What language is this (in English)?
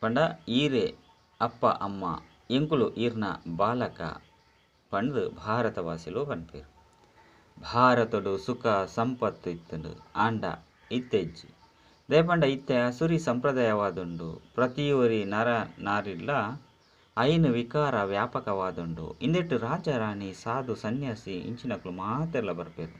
Tulu